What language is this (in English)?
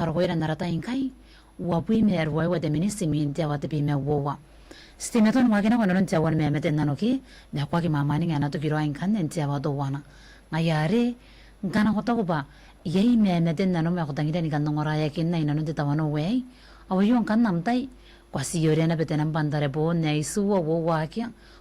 Gilbertese